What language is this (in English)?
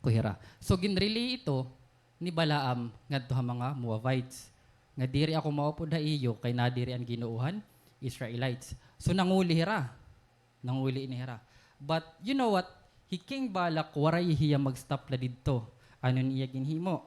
Waray